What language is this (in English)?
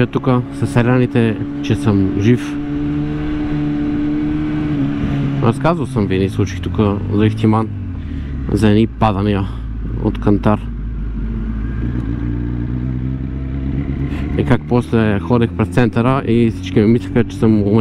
Bulgarian